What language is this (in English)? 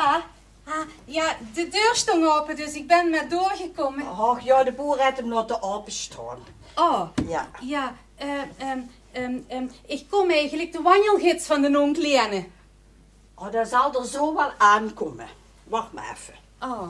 Limburgish